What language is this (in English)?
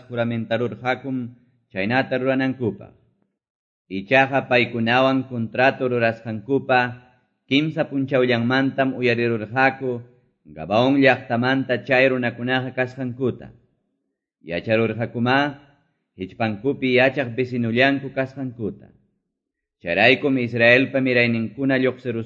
Quechua